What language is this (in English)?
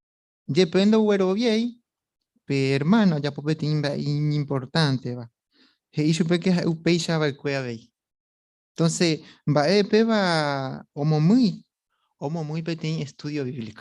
Guarani